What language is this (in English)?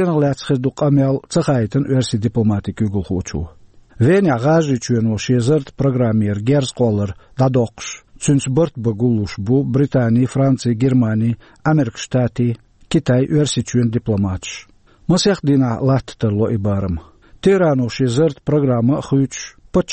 Chechen